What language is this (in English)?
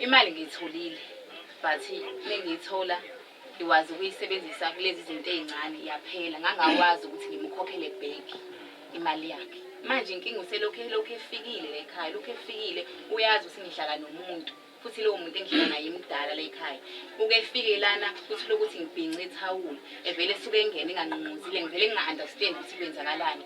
Zulu